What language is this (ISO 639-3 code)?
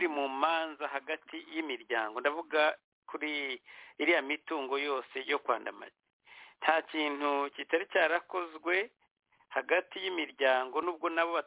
kin